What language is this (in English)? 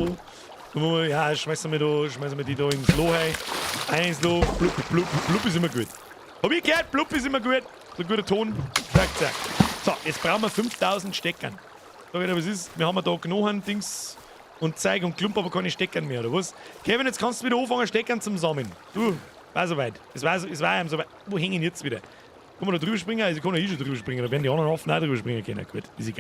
Bavarian